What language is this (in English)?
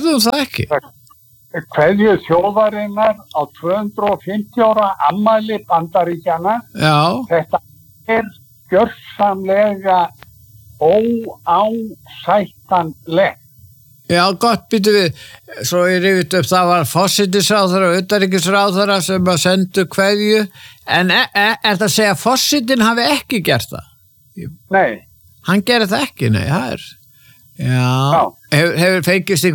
Icelandic